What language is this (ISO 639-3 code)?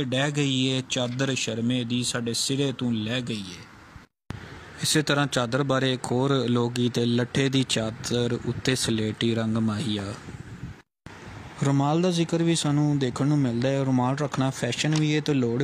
pan